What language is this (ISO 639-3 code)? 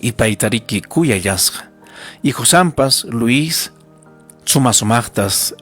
quy